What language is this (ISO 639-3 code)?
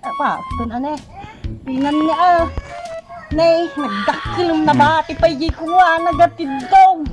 ilo